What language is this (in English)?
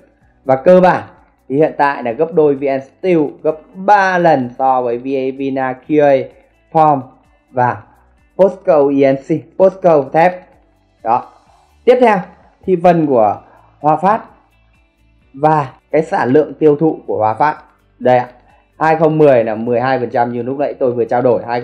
Vietnamese